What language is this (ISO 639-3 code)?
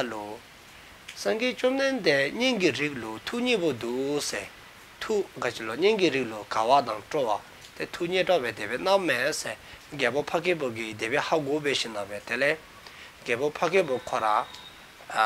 dzo